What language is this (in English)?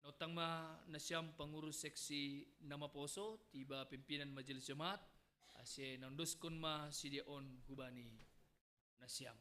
Batak Simalungun